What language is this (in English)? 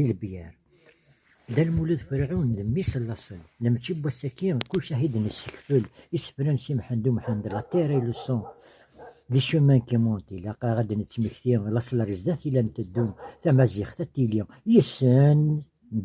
Kabyle